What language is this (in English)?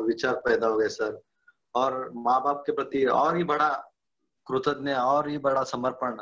Hindi